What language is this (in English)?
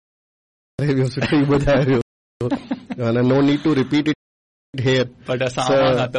Sindhi